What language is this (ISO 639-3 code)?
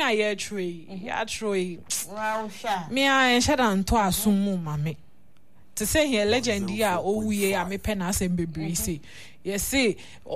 aka